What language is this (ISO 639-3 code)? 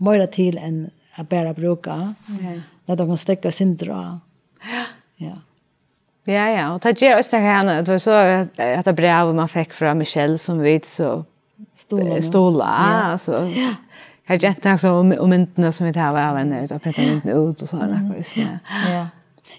fao